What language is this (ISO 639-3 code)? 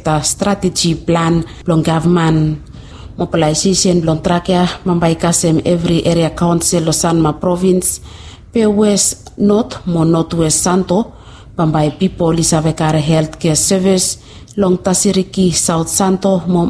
bis